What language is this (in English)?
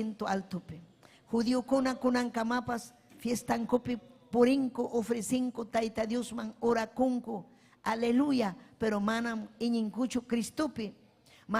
Ayacucho Quechua